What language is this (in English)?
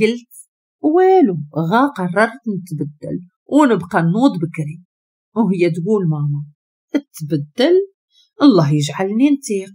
Moroccan Arabic